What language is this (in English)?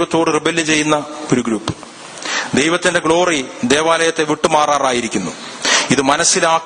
Malayalam